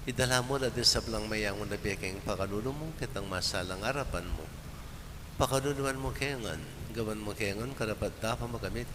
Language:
Pampanga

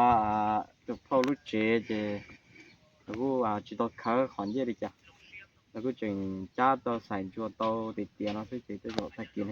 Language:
Hmong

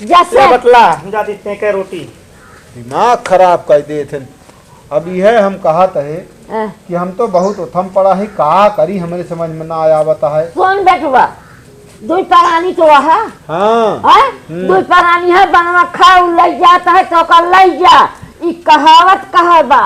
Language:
Awadhi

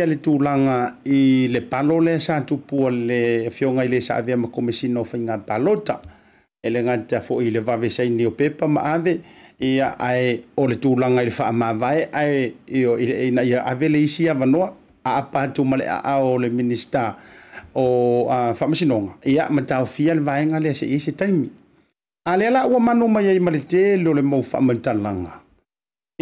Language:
Samoan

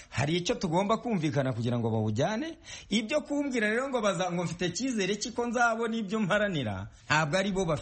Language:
Kinyarwanda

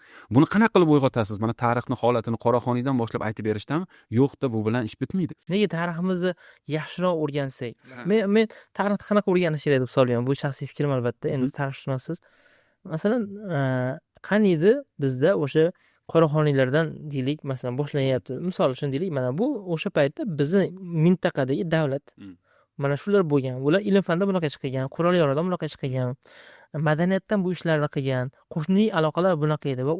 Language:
Uzbek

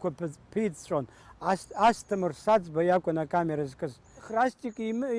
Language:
Abkhazian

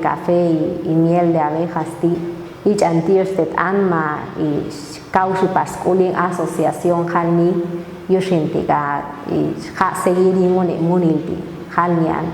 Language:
Popti'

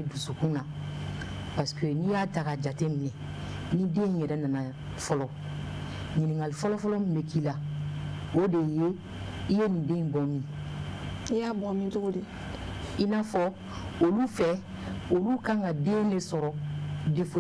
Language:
Bambara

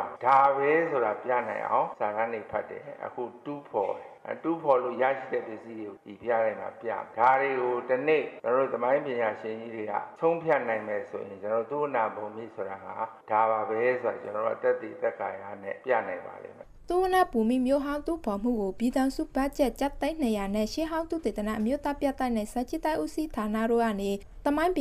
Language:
Burmese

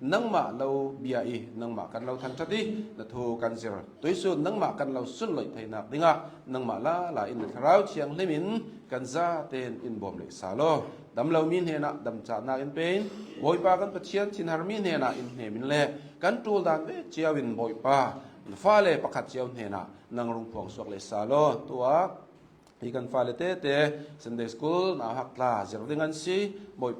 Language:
Hakha Chin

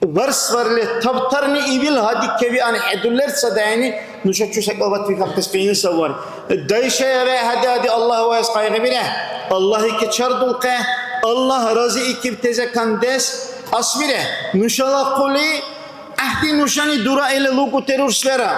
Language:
Dargwa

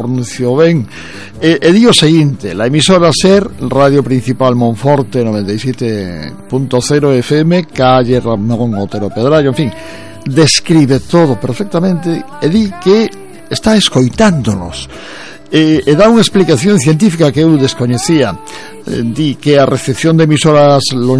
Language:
Galician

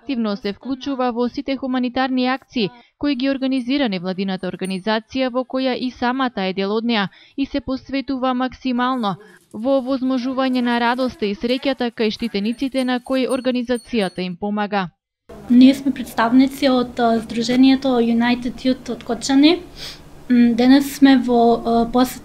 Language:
Macedonian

